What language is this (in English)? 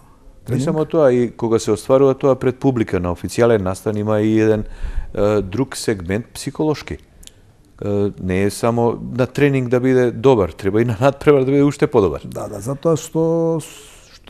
Macedonian